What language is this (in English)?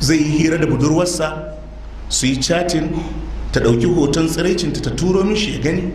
Hausa